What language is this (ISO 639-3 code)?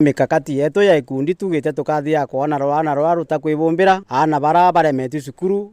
mer